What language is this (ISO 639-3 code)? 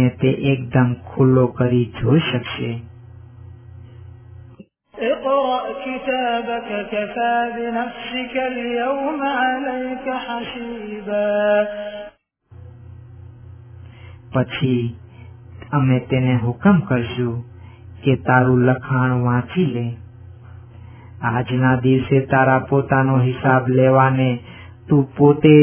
guj